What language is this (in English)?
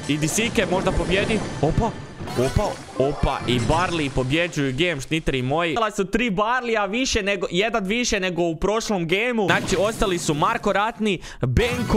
Croatian